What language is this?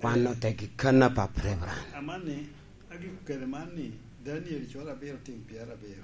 Lango (Uganda)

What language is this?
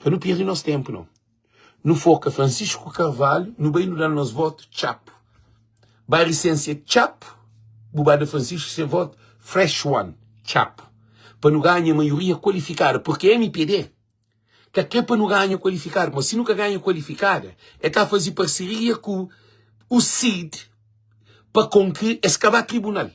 Kabuverdianu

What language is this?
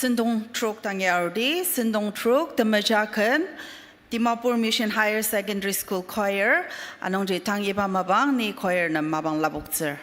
Ao Naga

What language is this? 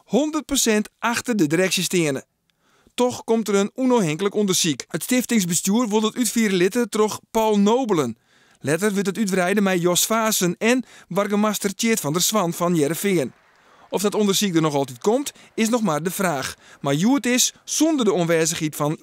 Western Frisian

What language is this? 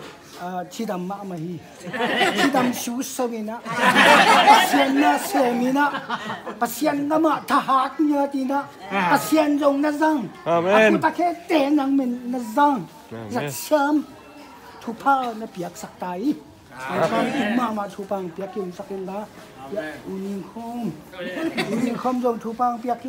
Tedim Chin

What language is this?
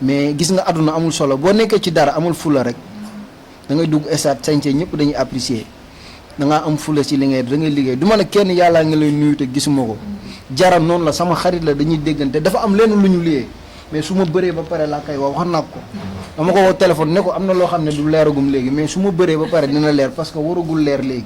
Wolof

